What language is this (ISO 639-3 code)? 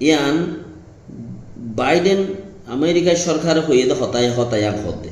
rhg